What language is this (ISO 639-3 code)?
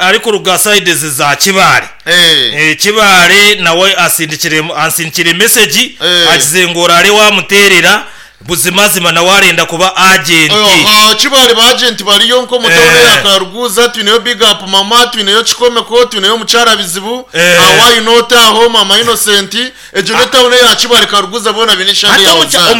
nyn